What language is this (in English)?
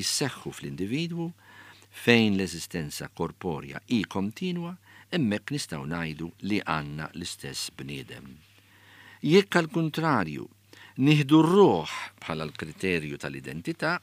Maltese